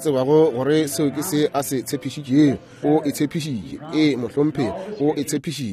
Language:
Northern Sotho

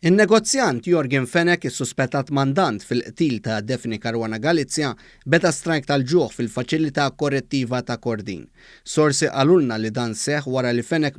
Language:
Maltese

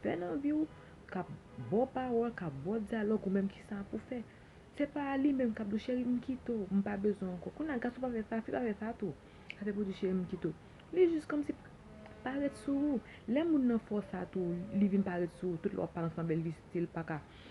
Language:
Haitian Creole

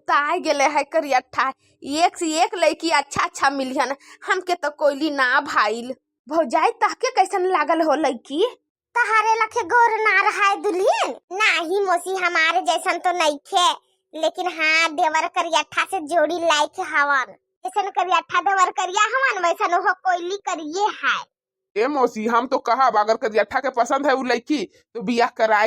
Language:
Bhojpuri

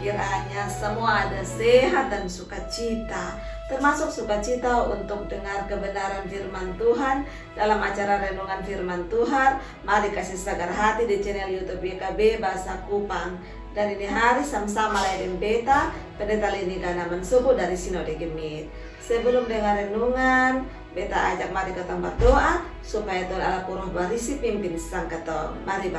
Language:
Kupang Malay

